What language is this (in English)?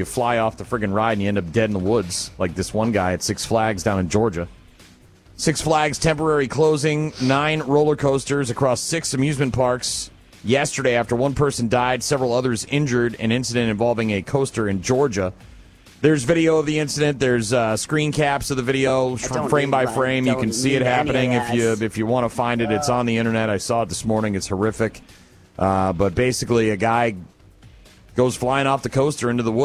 English